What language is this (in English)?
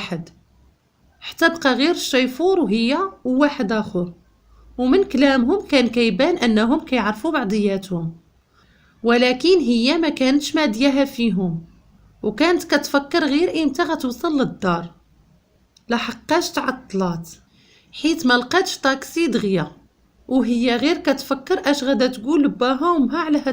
Moroccan Arabic